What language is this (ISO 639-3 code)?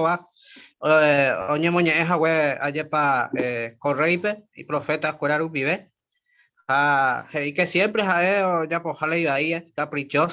grn